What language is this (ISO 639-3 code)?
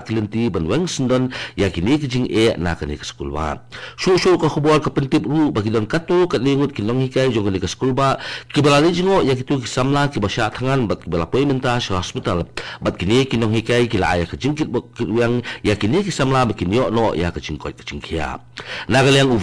kha